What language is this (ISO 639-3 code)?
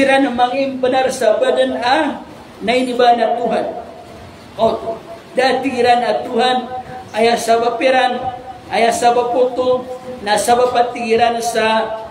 mrw